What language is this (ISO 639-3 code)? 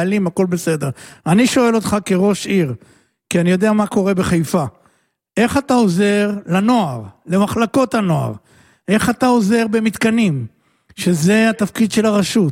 heb